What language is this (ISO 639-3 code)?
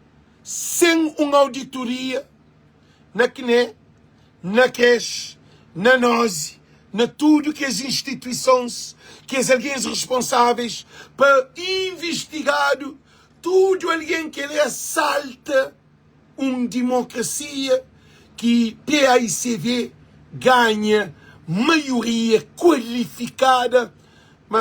kea